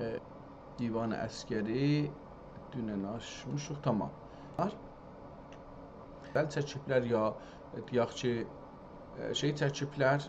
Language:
South Azerbaijani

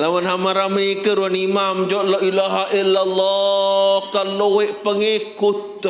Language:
Sasak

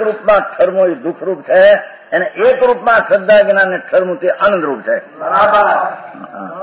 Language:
Gujarati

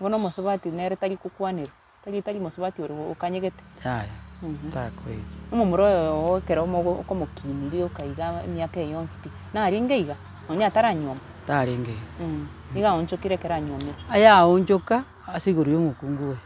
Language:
Gusii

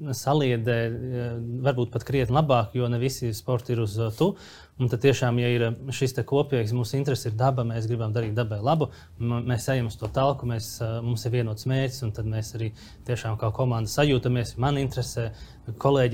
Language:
Latvian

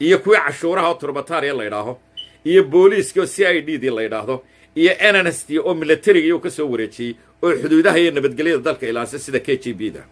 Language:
Somali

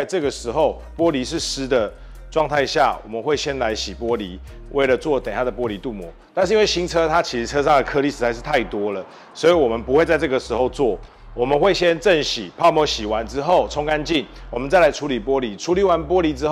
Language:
Chinese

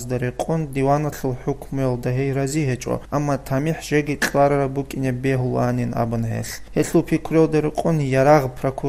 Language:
Avaric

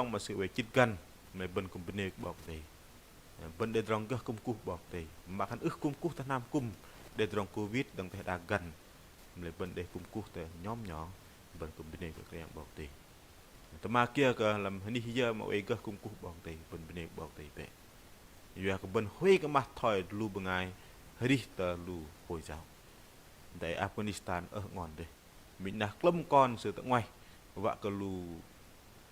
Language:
Bahnar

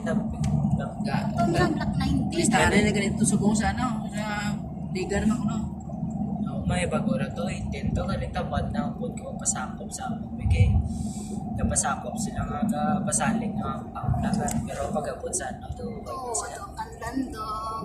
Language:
Hiligaynon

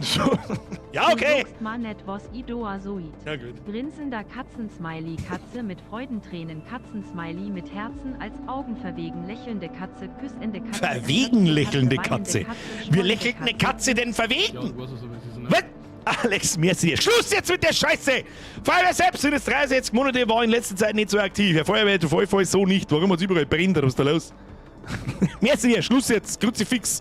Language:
Bavarian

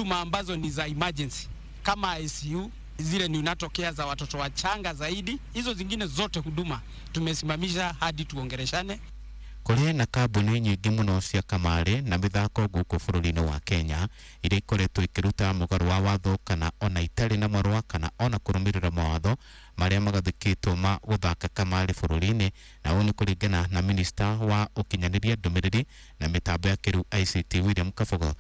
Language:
Kikuyu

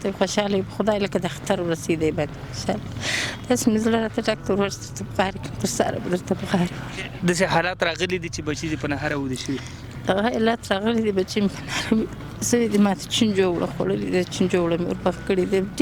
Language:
Pashto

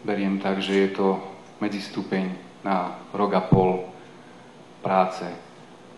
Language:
Slovak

